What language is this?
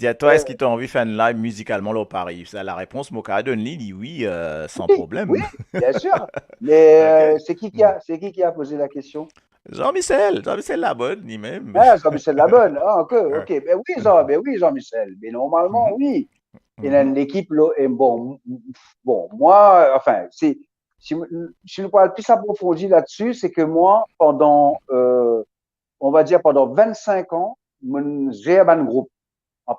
Morisyen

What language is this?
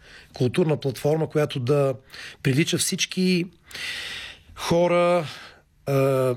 Bulgarian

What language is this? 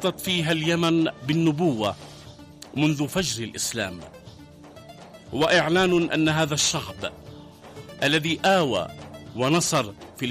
Arabic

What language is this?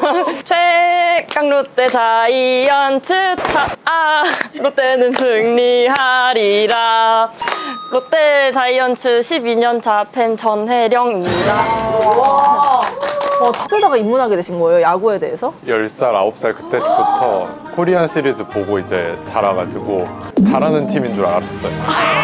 Korean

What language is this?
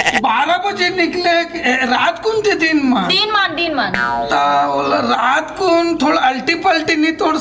Chhattisgarhi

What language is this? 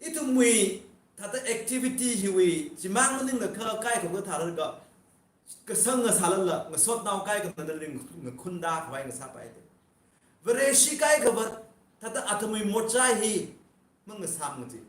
Tangkhul Naga (India)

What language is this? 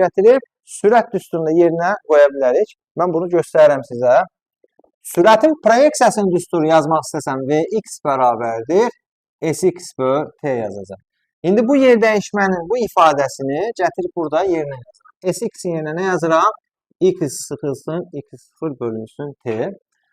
Azerbaijani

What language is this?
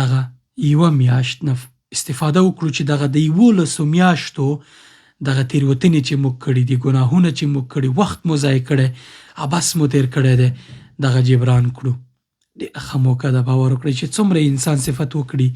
Pashto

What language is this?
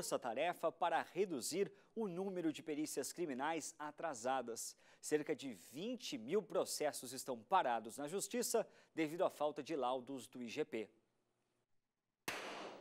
Portuguese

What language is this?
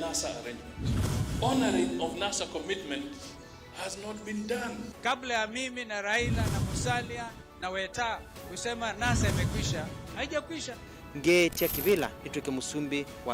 Kamba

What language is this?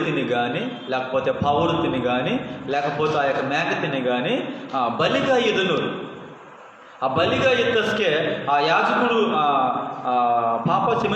Koya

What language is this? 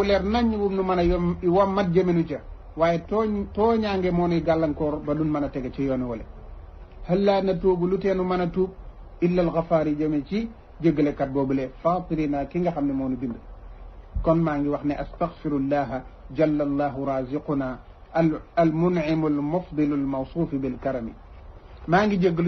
Wolof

